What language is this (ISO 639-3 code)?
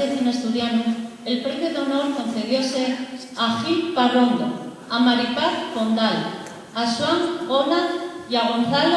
ast